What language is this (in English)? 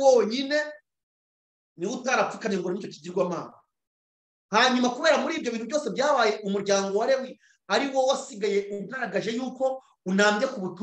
Kinyarwanda